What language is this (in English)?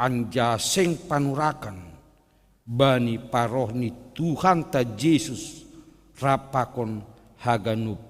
Batak Simalungun